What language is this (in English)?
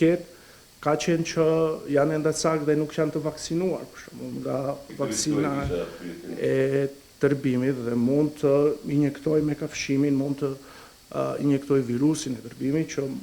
Albanian